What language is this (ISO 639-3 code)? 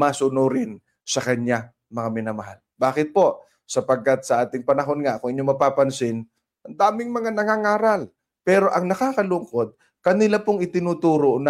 fil